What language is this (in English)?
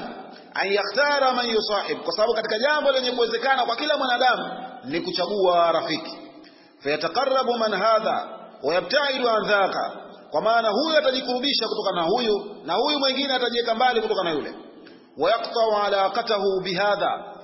Swahili